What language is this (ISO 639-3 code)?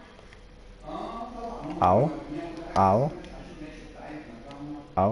ita